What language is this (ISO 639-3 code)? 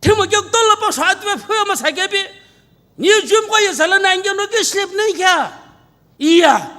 nsm